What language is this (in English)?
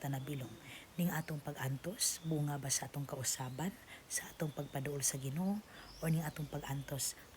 Cebuano